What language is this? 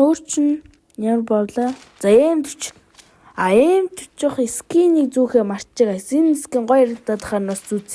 Mongolian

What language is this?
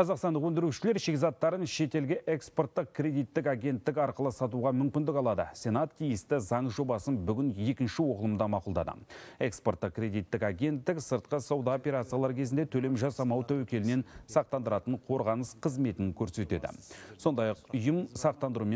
Kazakh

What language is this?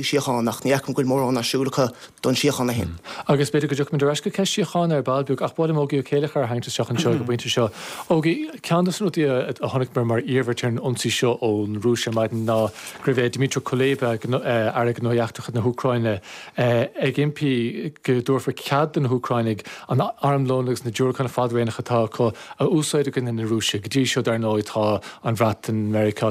Irish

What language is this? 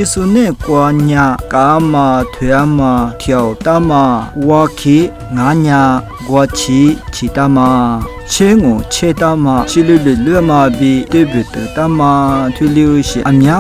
Lisu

